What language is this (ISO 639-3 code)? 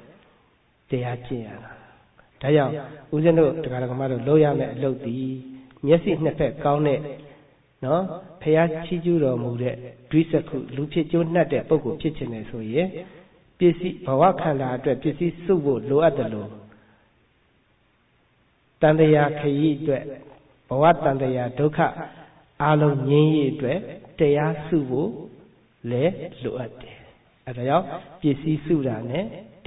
mya